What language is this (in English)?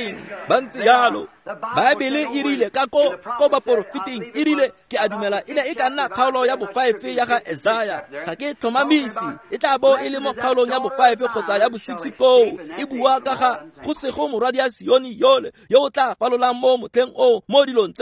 Tswana